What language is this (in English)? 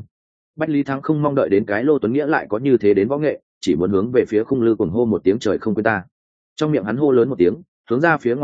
Vietnamese